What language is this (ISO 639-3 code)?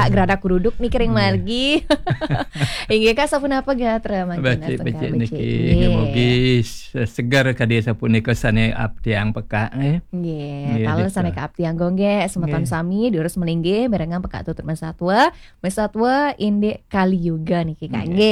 ban